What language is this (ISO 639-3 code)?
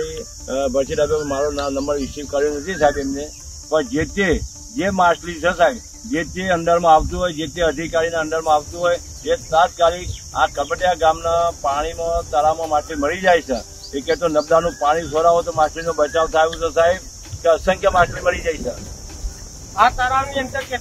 guj